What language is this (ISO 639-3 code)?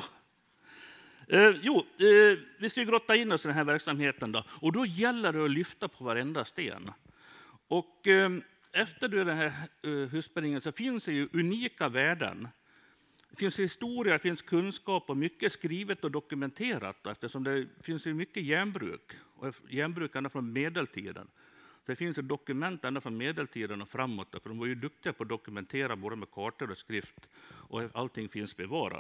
swe